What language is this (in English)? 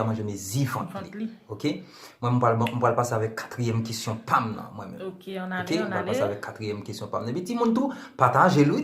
Haitian Creole